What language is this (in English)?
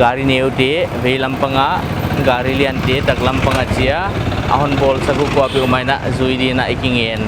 Paite Chin